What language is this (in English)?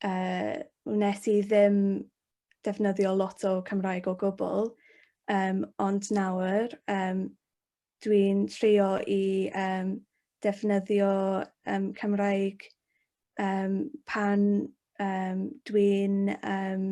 Welsh